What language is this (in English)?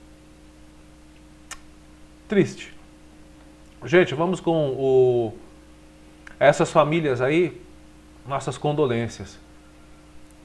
Portuguese